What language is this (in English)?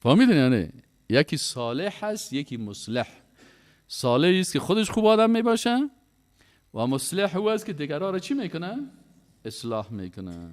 Persian